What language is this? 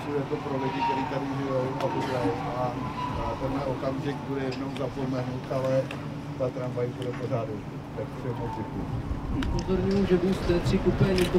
Czech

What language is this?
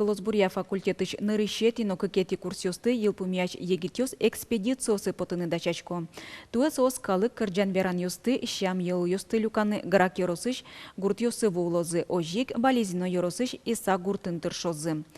Udmurt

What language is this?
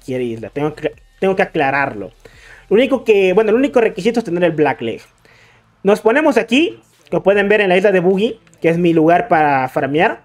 Spanish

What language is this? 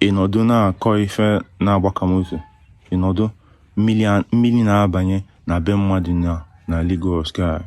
Igbo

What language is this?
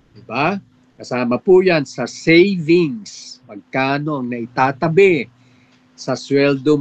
Filipino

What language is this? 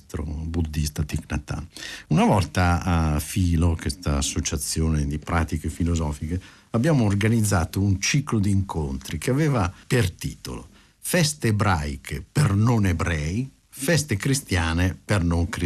Italian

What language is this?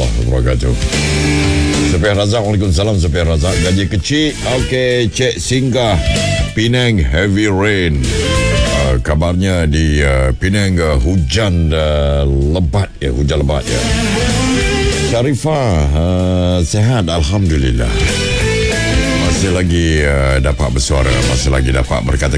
Malay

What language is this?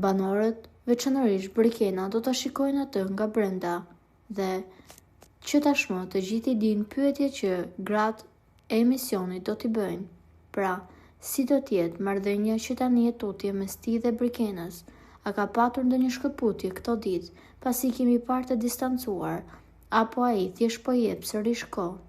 Albanian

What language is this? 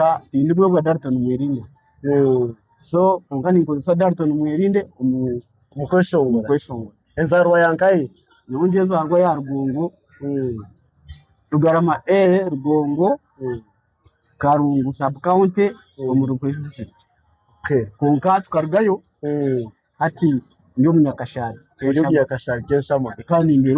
Nyankole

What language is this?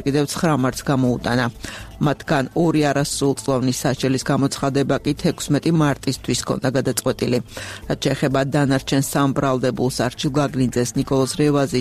Georgian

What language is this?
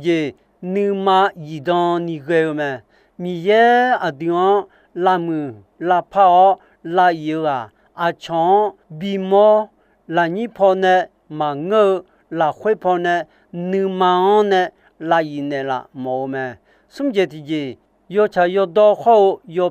Akha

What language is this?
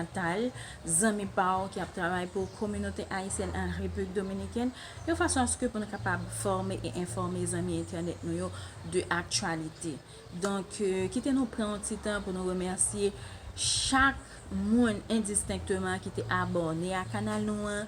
Haitian Creole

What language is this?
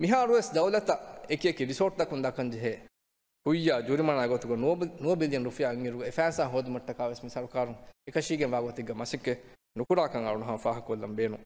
Divehi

